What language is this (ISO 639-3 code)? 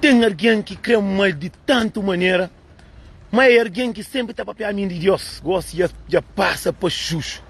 kea